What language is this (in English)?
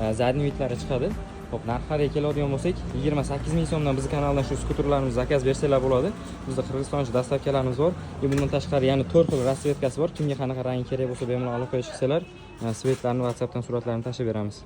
Uzbek